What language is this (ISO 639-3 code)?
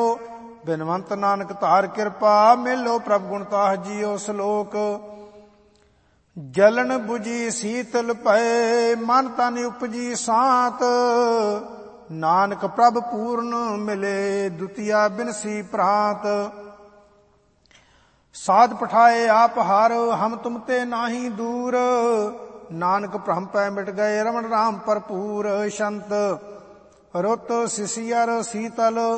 pan